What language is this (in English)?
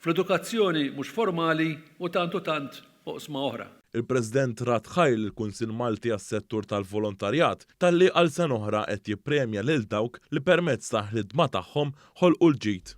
Maltese